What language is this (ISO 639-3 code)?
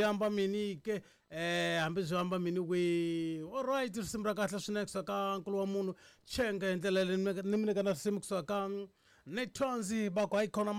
tso